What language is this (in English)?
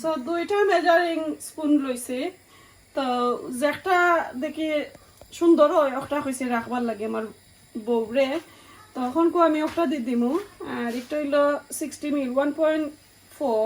Sylheti